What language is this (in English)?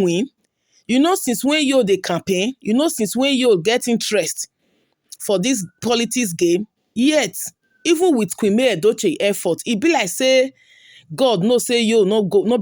Nigerian Pidgin